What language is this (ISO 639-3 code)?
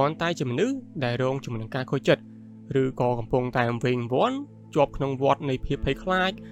khm